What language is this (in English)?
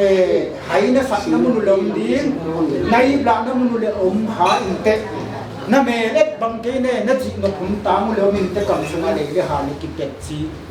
Paite Chin